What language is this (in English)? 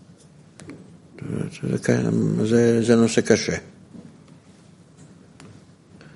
Hebrew